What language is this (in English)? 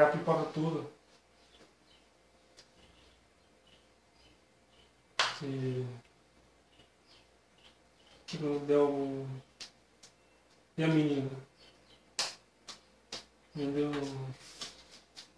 Portuguese